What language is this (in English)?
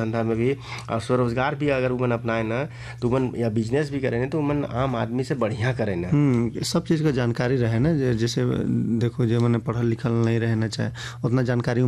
Sadri